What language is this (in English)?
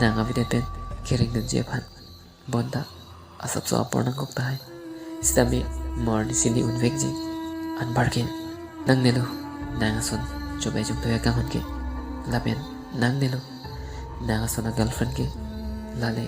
Karbi